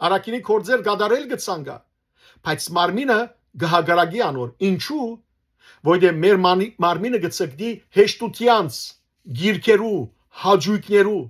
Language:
Western Armenian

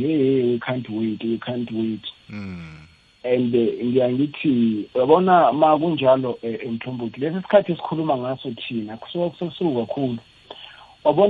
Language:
South Ndebele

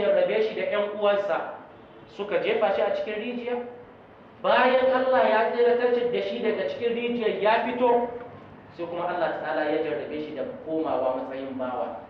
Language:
Hausa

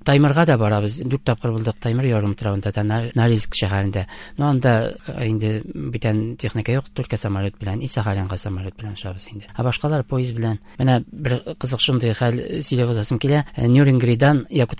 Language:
Tatar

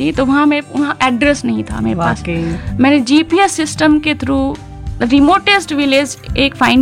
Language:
Hindi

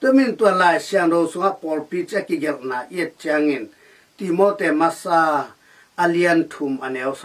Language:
Tedim Chin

